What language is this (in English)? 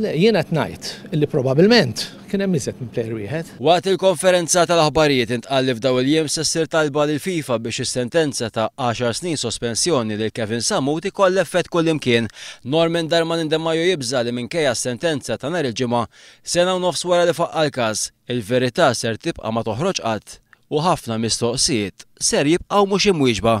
Maltese